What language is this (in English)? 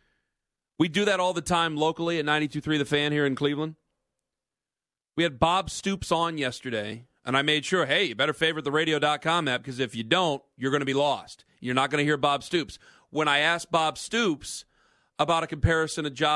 English